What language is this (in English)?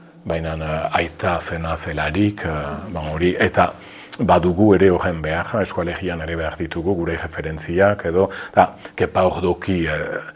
Basque